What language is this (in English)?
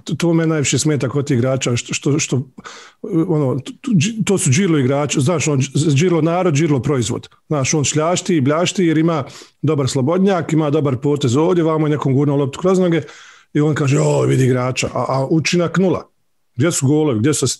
Bosnian